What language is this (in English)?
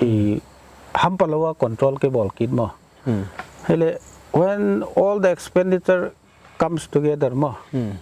Paite Chin